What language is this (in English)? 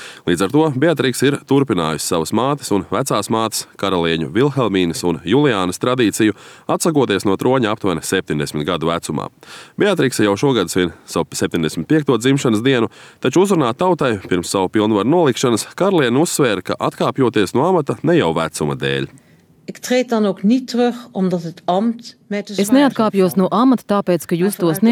Latvian